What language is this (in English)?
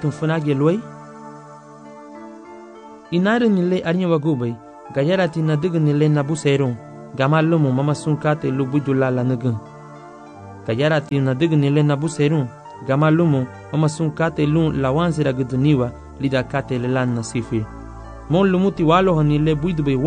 Garifuna